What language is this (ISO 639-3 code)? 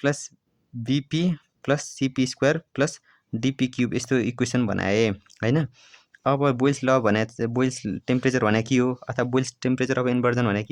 nep